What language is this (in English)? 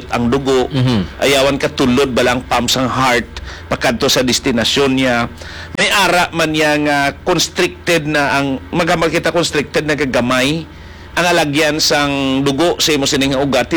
Hiligaynon